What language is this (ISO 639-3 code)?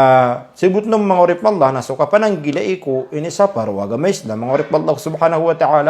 mrw